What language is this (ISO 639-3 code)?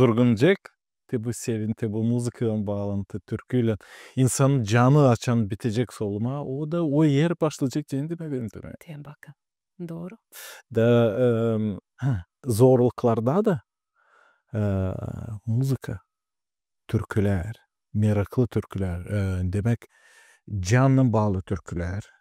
gag